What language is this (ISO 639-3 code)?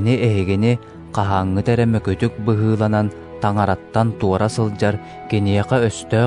sah